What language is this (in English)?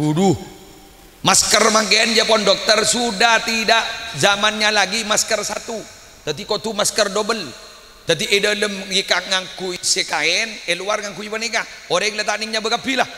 Madurese